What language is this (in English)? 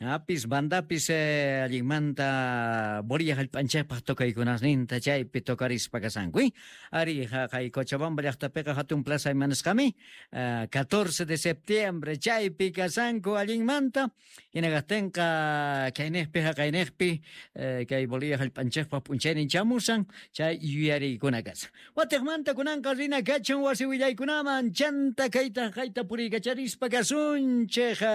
Quechua